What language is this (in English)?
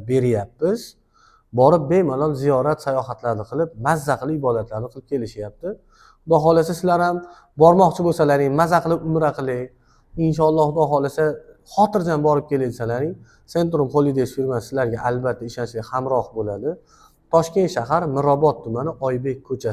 Uzbek